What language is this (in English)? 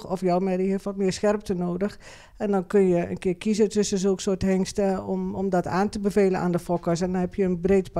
Dutch